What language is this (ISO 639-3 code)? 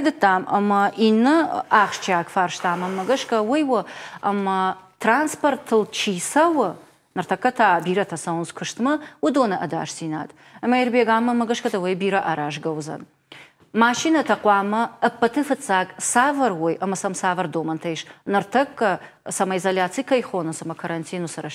oss